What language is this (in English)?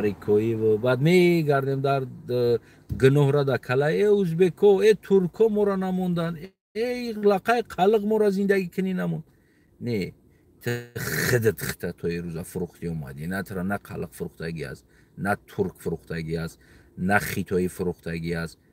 Tajik